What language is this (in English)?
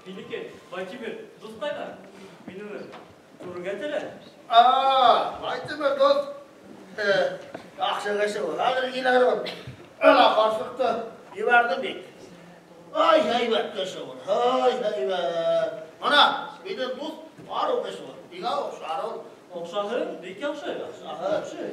Bashkir